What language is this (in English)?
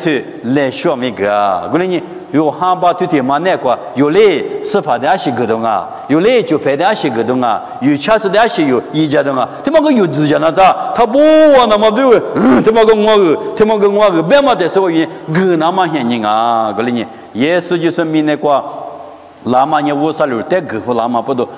Lisu